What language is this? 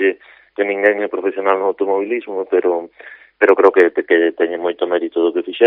Galician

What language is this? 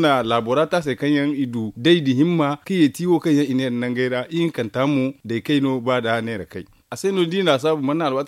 Zarma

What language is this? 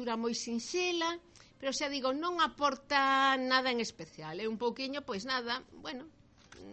Galician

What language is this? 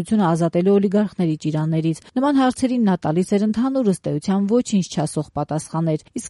Armenian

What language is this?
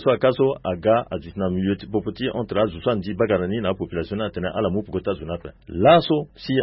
Sango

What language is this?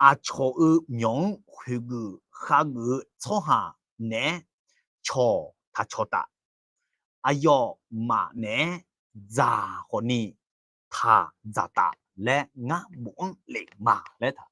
Akha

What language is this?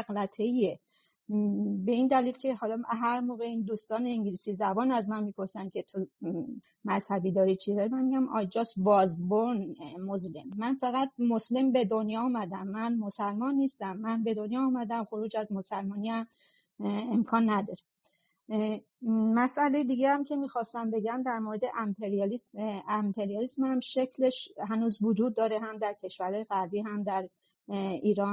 Persian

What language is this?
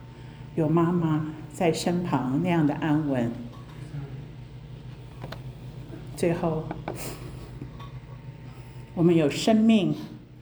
Chinese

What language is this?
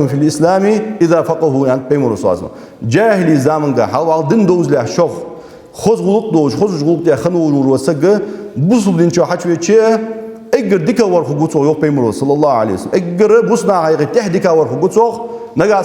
Ingush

